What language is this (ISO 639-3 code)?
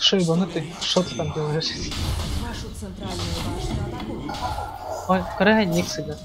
sah